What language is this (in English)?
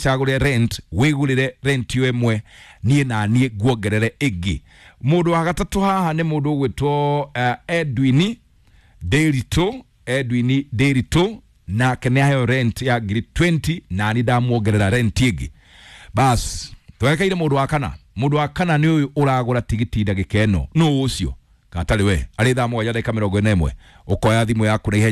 Kikuyu